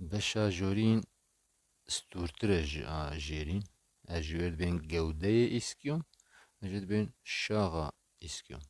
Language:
Kurdish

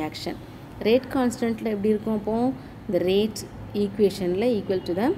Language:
Tamil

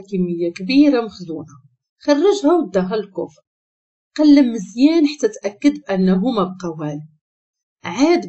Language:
Moroccan Arabic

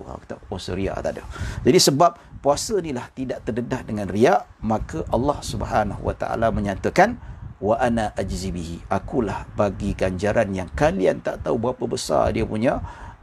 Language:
Malay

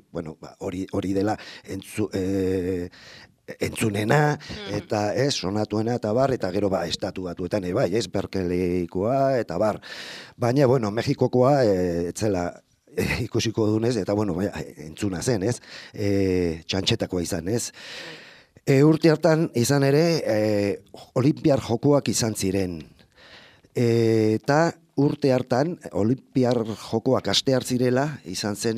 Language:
Basque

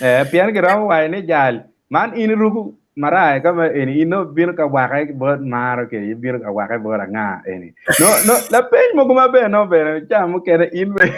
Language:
Acoli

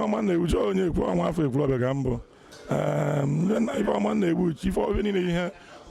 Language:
Igbo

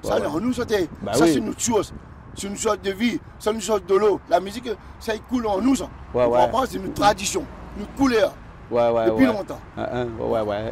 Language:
Réunion Creole French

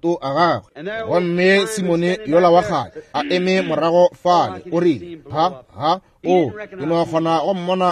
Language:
Northern Sotho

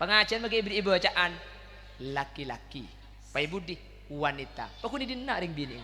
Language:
Madurese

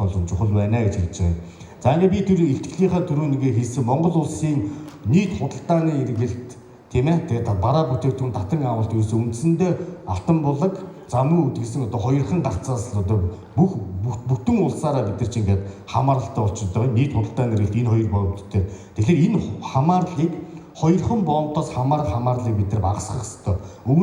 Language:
Mongolian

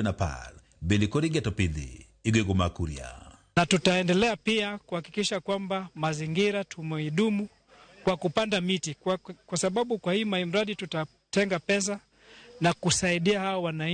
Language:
Luo (Kenya and Tanzania)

